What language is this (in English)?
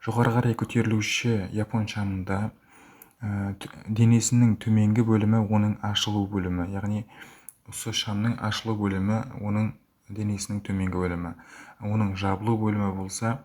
Kara-Kalpak